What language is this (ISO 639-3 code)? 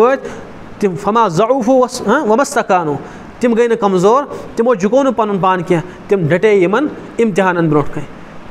kas